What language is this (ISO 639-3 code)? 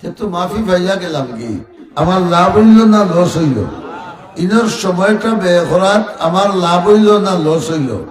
syl